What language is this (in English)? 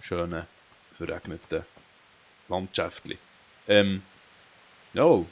Swiss German